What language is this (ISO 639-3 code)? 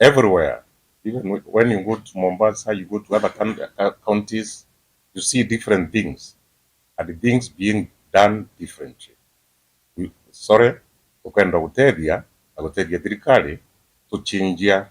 mer